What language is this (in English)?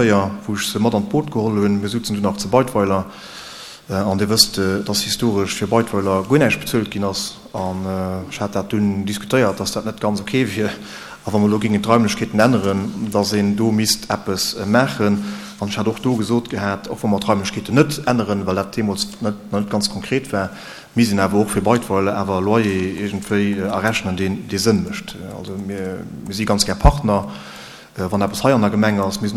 Luxembourgish